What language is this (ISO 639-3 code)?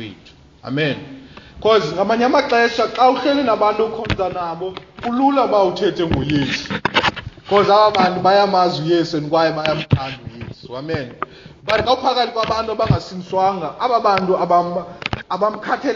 xho